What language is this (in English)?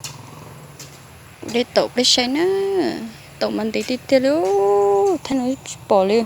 Hmong